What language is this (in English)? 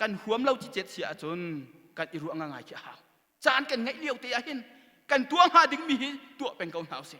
Hakha Chin